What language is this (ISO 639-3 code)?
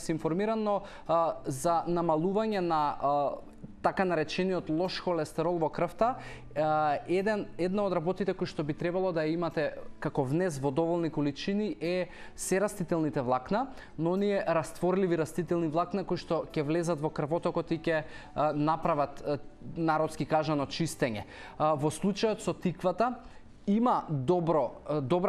mkd